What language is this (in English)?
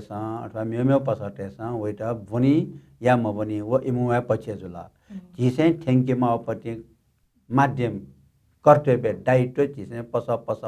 Newari